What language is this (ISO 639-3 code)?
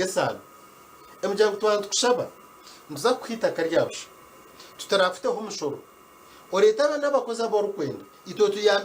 nyn